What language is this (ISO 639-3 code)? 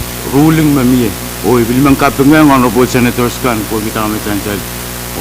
pon